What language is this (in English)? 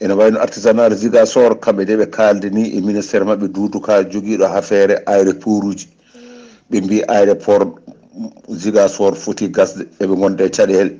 Fula